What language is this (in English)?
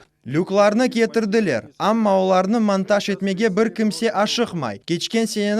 Crimean Tatar